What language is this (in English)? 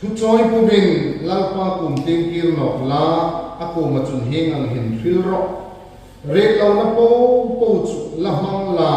Hmar